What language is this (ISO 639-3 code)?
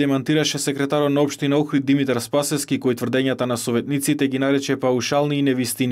mkd